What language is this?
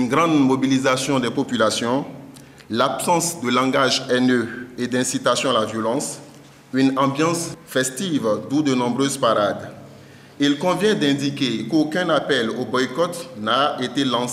French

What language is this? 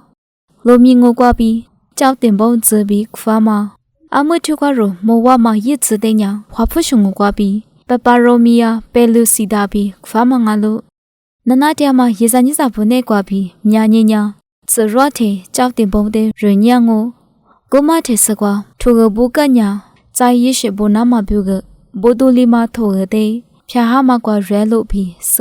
Lisu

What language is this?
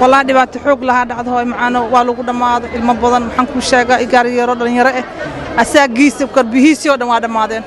Somali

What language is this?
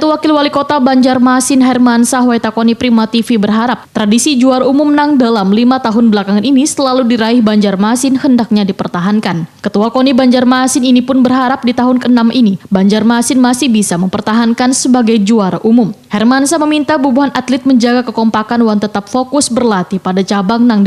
Banjar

